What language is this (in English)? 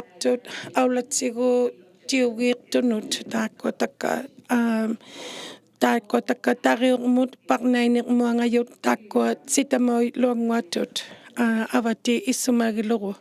Inuktitut